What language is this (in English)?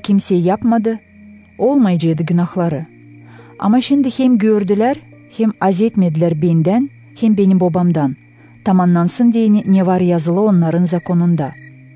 Gagauz